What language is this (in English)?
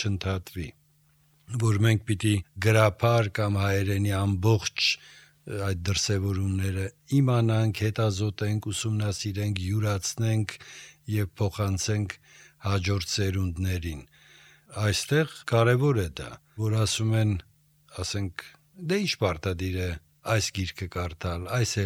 Armenian